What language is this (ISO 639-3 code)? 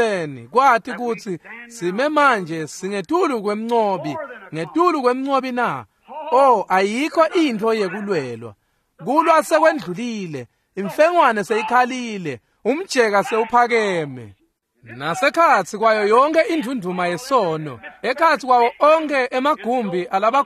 ssw